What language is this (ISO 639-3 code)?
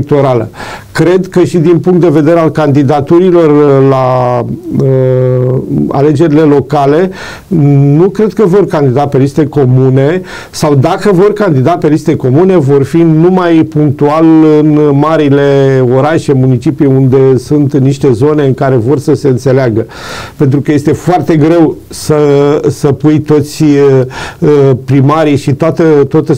ron